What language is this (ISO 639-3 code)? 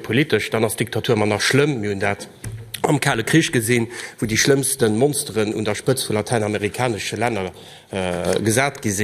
ltz